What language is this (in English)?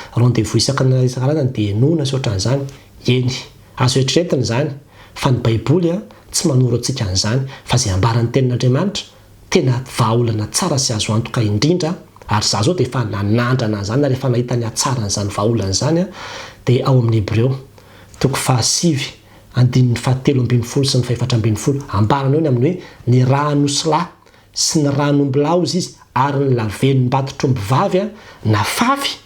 Malagasy